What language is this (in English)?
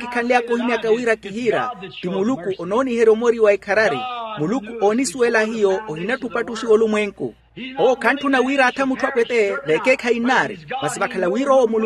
Makhuwa